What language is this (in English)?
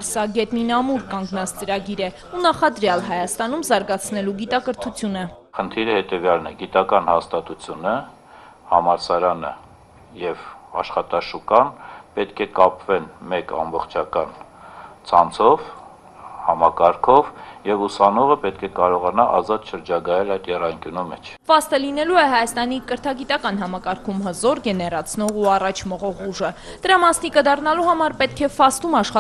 Armenian